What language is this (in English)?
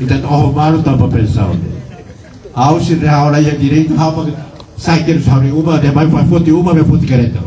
Tetum